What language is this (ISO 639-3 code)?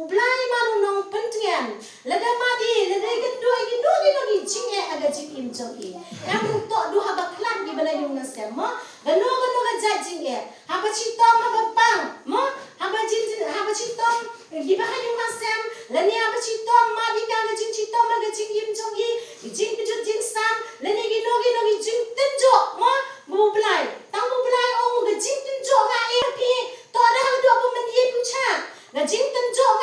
kha